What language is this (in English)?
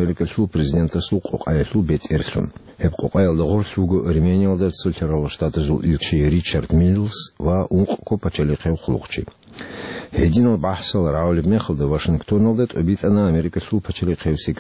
Avaric